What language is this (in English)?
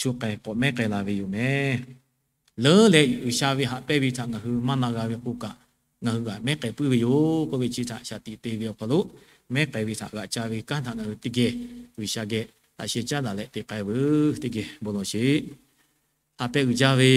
Lahu